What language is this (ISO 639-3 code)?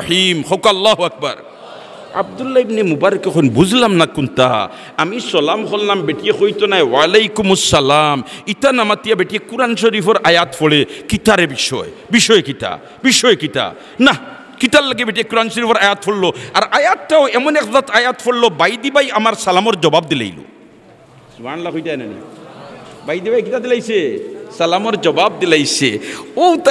syl